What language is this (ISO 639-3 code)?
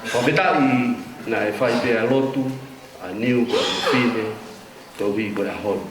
ton